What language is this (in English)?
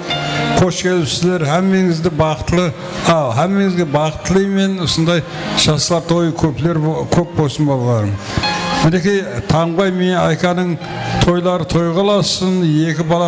Kara-Kalpak